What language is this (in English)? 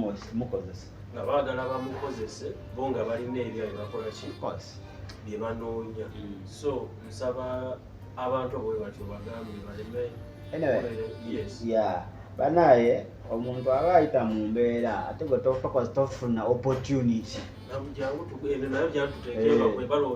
Ganda